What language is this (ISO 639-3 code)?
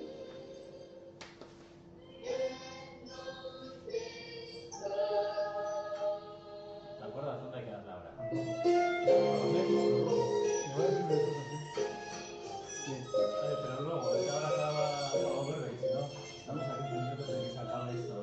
spa